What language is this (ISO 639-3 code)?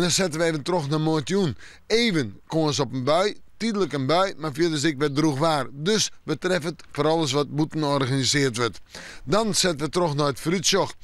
fry